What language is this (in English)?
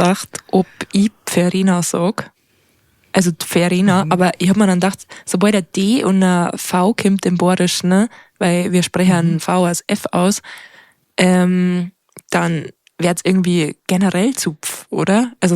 Bavarian